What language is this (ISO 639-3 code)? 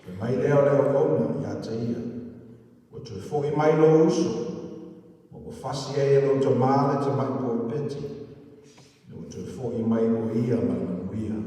smo